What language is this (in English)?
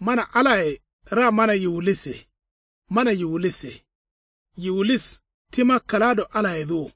Kanuri